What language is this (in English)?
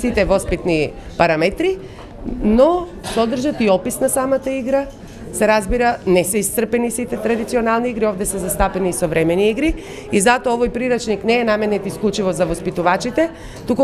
Macedonian